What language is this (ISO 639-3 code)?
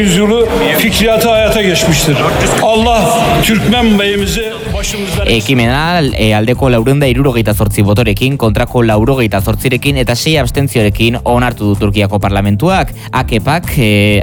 eus